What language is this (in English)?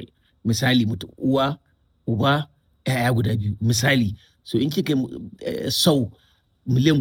Hausa